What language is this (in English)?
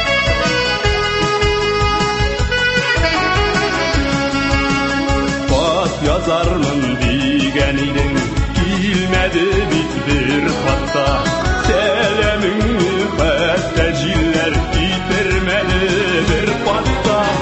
Tatar